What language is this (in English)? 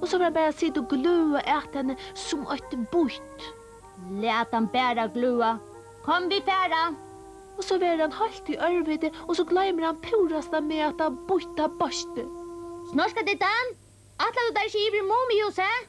Faroese